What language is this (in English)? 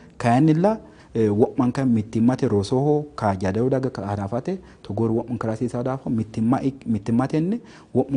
Sidamo